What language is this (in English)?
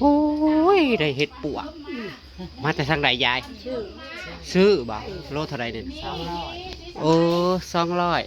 Northeastern Thai